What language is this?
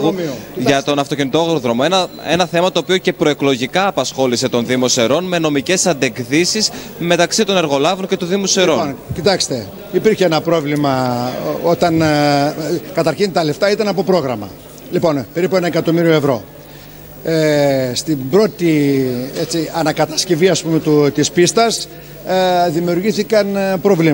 Greek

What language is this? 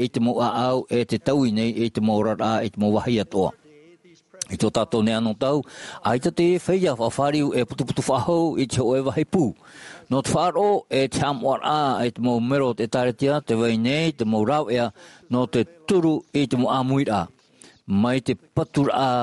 Tahitian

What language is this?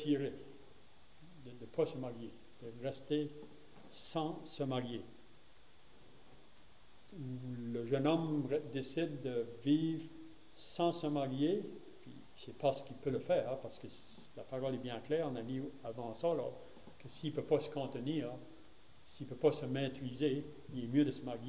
French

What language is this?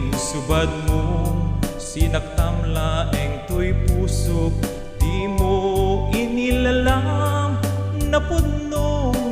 Iloko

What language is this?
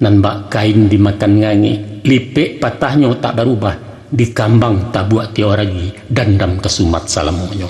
Minangkabau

